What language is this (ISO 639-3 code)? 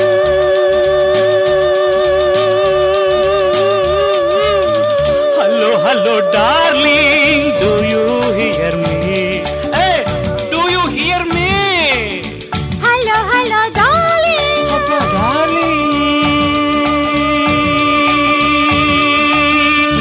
tel